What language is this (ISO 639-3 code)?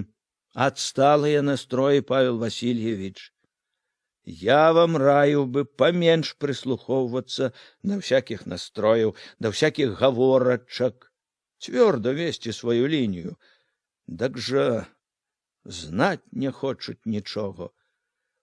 bel